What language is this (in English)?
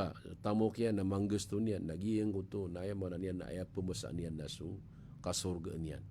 Maranao